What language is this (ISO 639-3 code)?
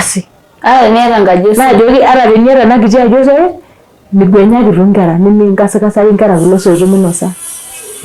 mas